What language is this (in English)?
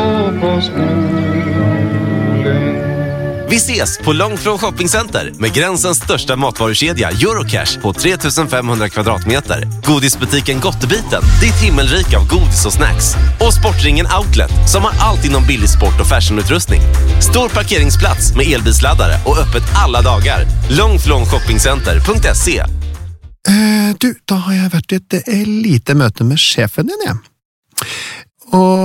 Norwegian